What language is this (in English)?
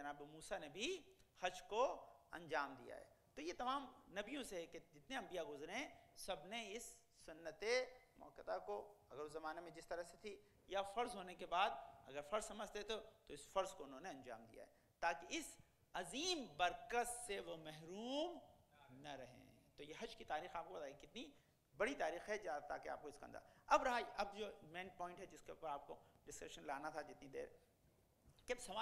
Urdu